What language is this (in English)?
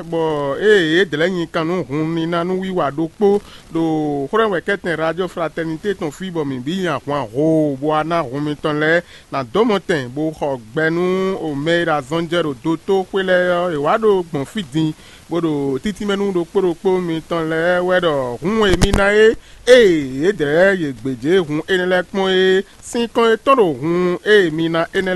Fon